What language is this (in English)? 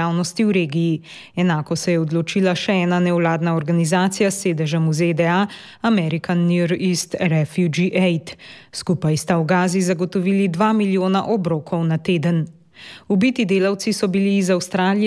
Slovenian